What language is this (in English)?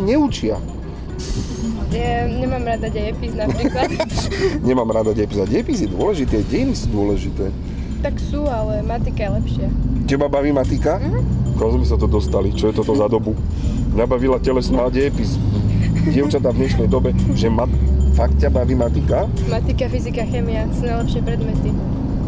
Slovak